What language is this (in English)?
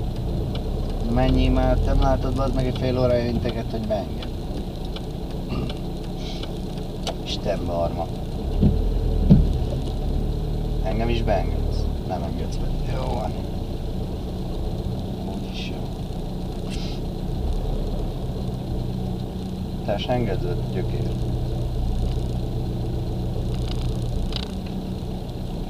Hungarian